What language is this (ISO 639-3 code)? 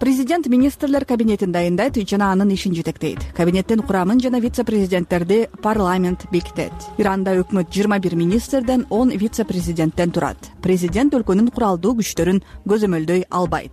kir